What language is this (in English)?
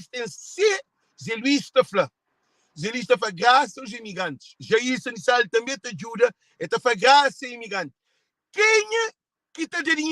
Kabuverdianu